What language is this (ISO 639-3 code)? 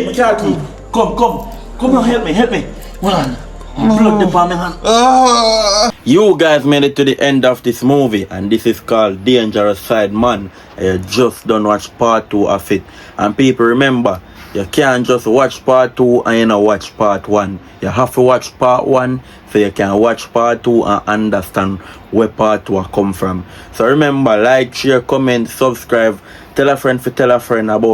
jam